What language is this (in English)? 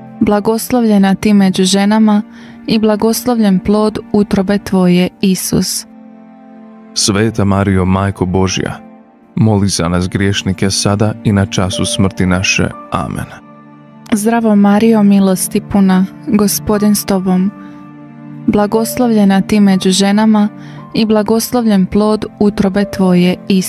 Croatian